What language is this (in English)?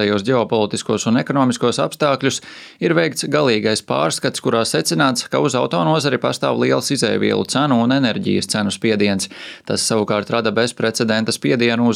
Latvian